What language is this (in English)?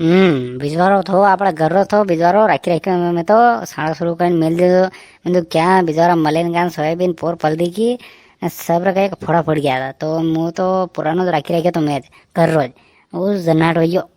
Rajasthani